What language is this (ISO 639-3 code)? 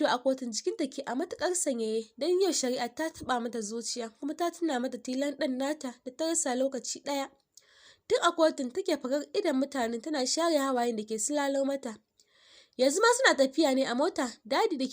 hau